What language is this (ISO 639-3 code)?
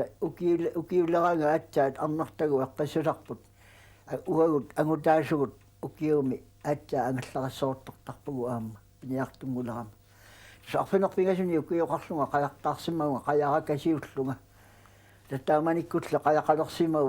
kal